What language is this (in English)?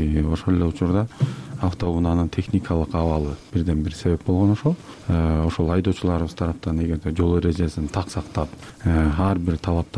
Kyrgyz